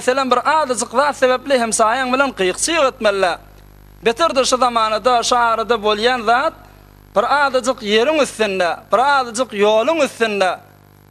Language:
Turkmen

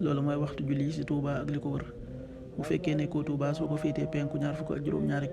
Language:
Wolof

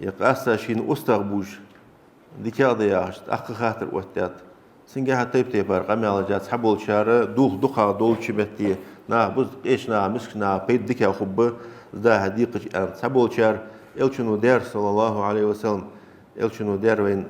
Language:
Ingush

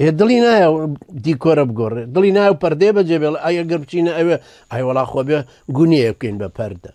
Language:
Central Kurdish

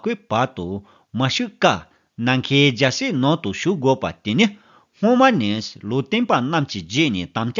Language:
Tibetan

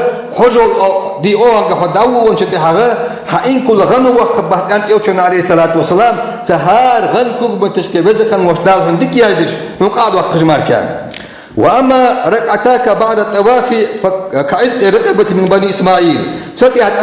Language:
Ingush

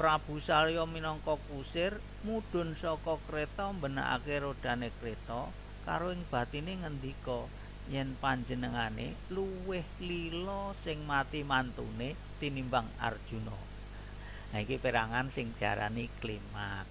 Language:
Javanese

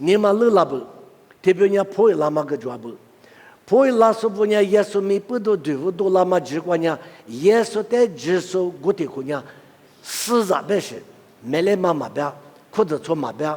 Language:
Lisu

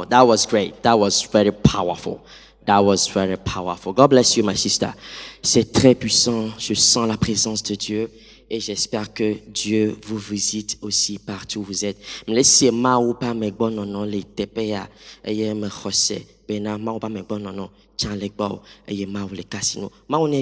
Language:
Ewe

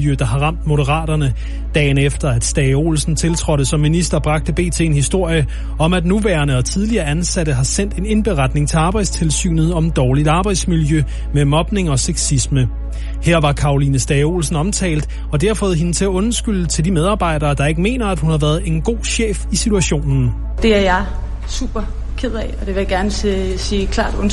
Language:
Danish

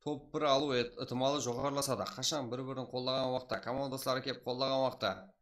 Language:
Kara-Kalpak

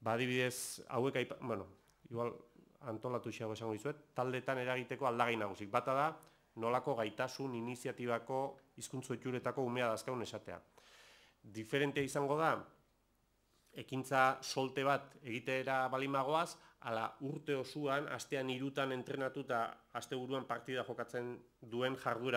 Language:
Basque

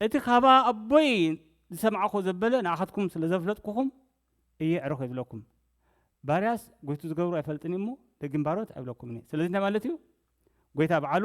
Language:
Tigrinya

